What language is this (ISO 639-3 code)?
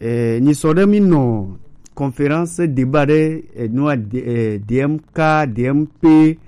gej